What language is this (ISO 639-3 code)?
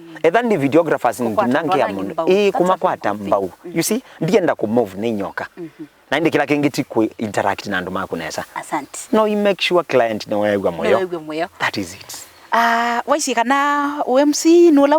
kam